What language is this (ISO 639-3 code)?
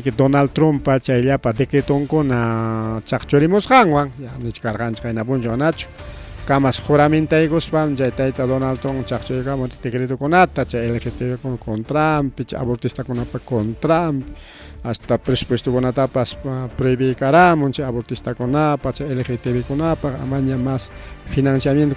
quy